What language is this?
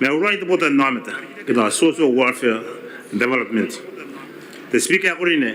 Gilbertese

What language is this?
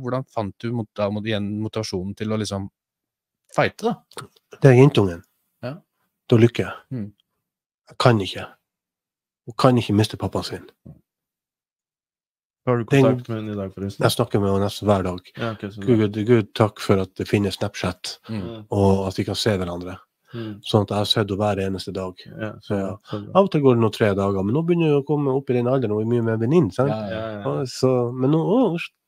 Norwegian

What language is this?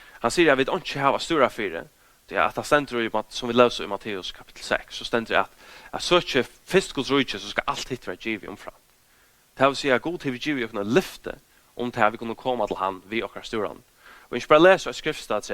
Faroese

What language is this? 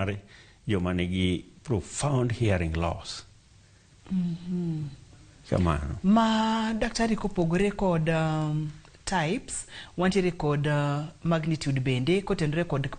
Luo (Kenya and Tanzania)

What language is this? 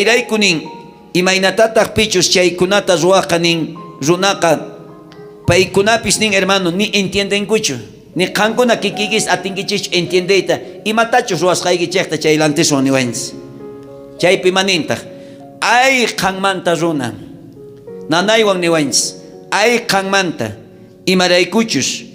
South Bolivian Quechua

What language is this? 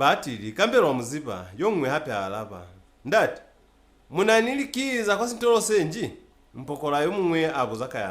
Lozi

